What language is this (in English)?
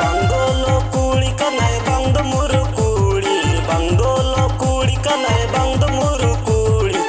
Santali